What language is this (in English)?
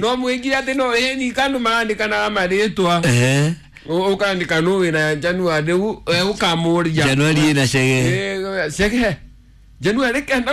Kikuyu